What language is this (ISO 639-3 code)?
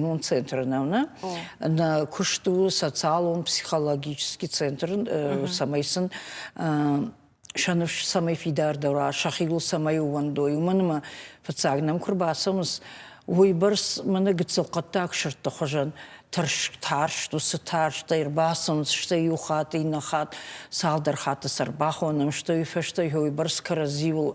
oss